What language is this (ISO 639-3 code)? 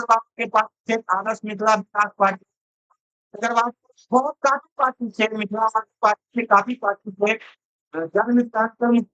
mai